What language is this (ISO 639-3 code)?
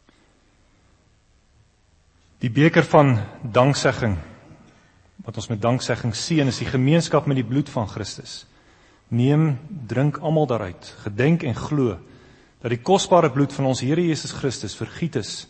afr